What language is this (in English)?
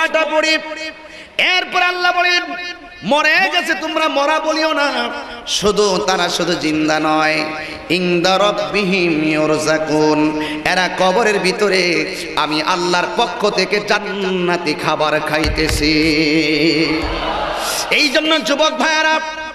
Bangla